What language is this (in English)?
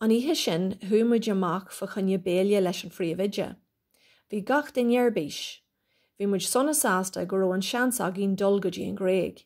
Irish